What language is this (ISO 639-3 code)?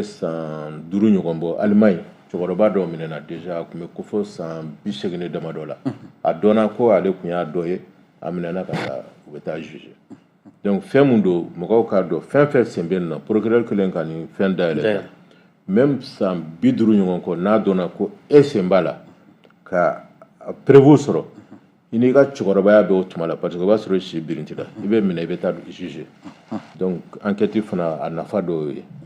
bam